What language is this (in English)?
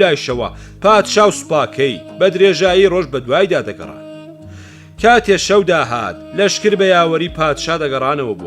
Central Kurdish